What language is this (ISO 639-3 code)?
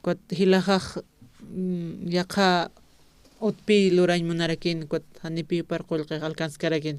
aym